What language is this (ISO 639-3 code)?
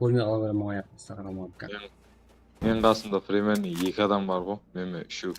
kaa